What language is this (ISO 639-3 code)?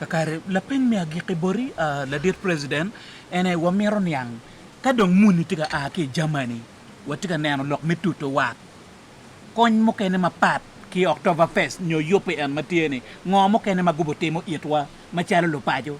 ach